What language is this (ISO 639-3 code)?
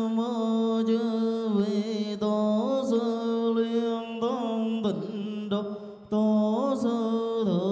vie